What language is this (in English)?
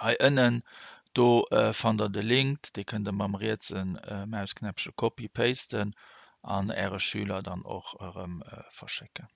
Luxembourgish